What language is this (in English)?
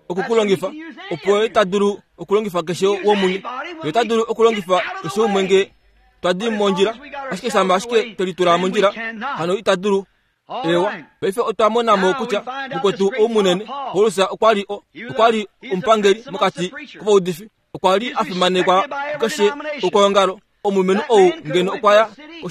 Kuanyama